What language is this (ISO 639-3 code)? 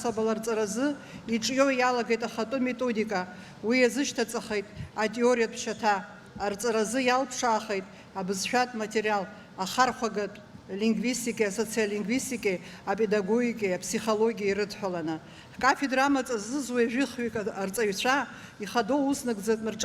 abk